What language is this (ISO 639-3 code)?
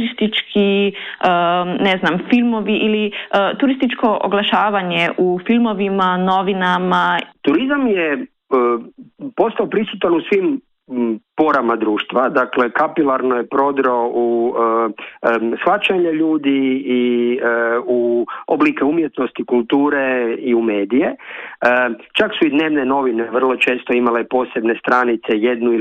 hrv